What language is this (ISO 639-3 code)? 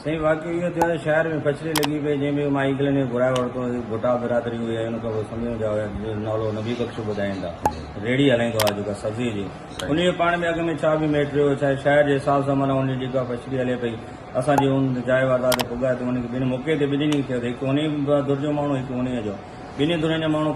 snd